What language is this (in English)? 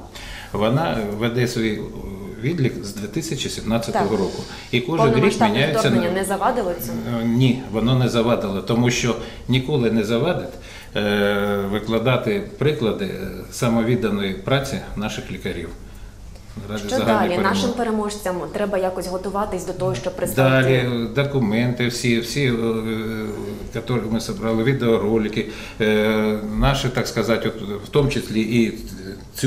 Ukrainian